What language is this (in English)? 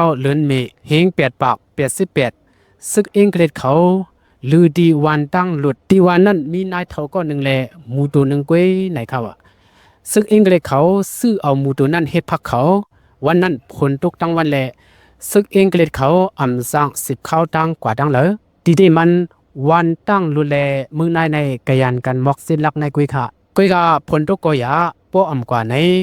Shan